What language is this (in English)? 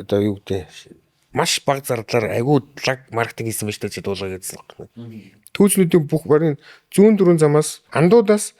Mongolian